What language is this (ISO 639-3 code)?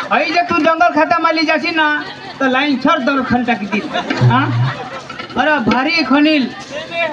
mar